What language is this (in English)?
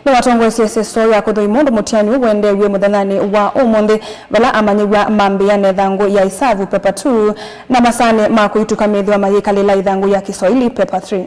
Kamba